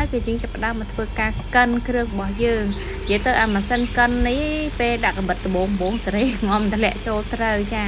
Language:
Khmer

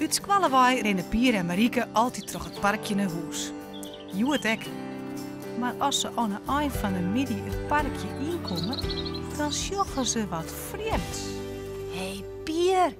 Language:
Western Frisian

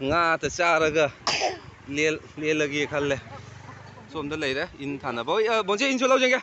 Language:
Manipuri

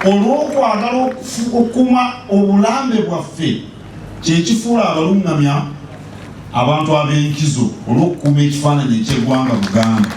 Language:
Ganda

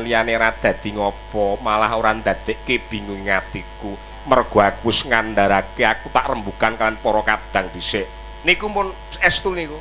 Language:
Javanese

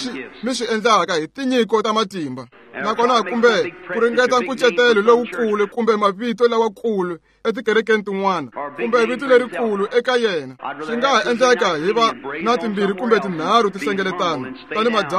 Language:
Tsonga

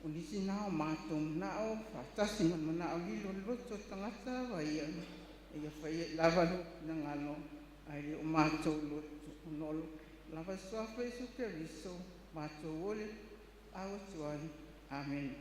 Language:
Samoan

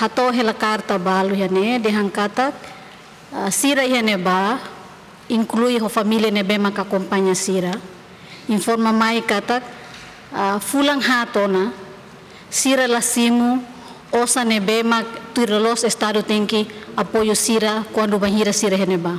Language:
Tetum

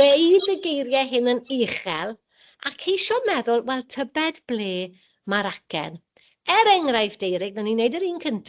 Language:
Welsh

